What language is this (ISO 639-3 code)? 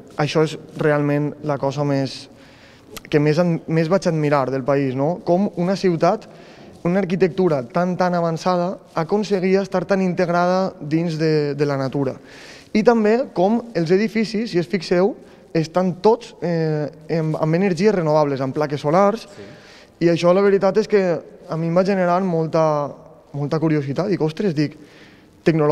cat